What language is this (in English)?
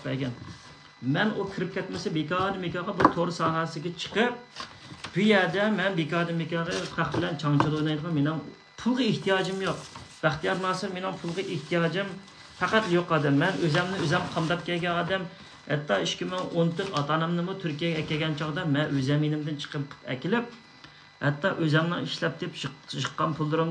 Uyghur